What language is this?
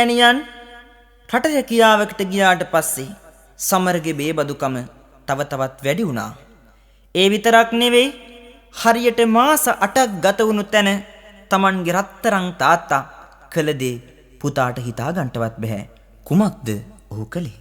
Sinhala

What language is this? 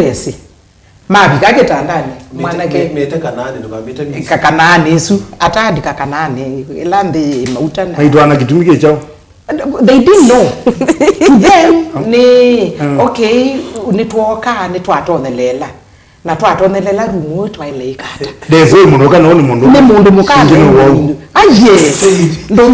Kamba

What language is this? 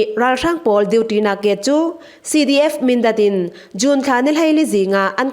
Falam Chin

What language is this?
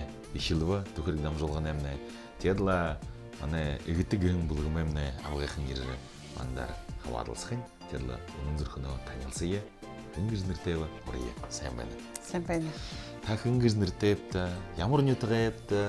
Buriat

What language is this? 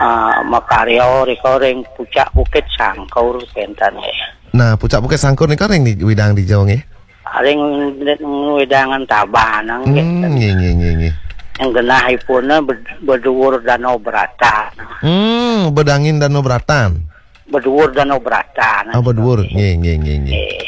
Balinese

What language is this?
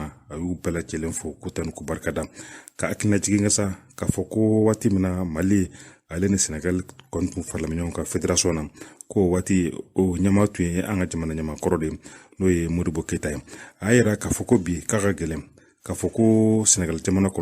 Bambara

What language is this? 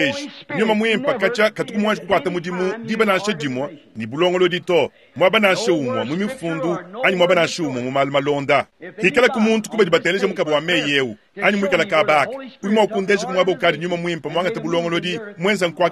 Luba-Lulua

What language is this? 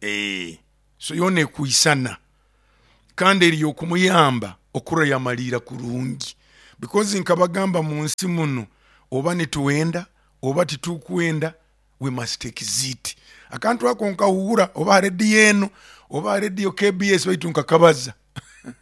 Nyoro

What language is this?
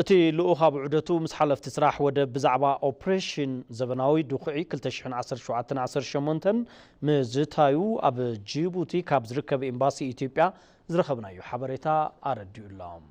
Tigrinya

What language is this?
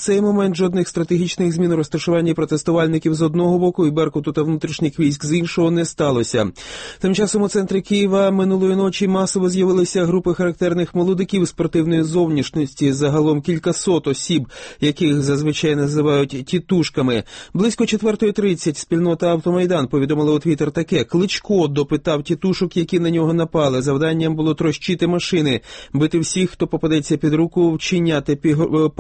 Ukrainian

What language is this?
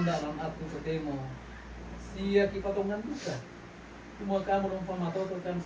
Toraja-Sa'dan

